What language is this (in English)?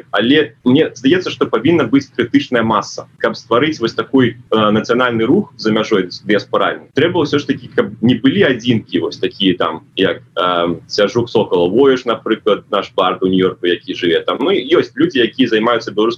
Belarusian